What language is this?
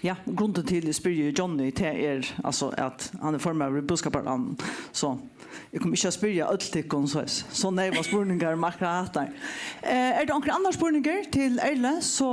Faroese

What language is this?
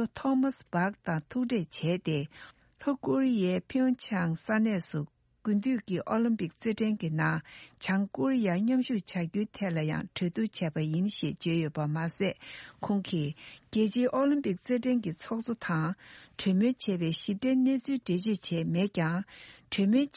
Tibetan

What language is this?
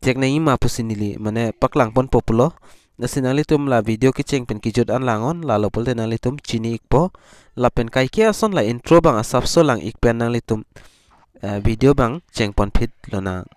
Karbi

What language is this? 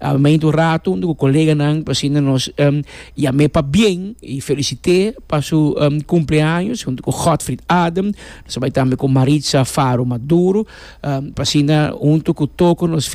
Papiamento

